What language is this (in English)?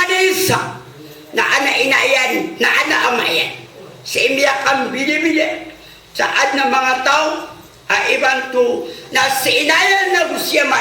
Maranao